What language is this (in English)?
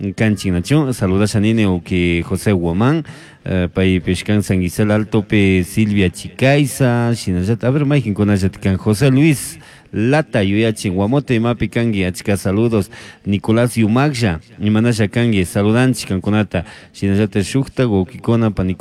Chimborazo Highland Quichua